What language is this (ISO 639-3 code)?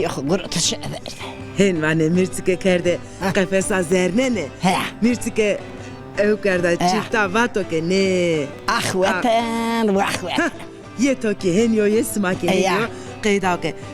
zza